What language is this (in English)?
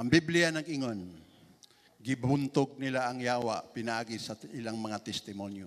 Cebuano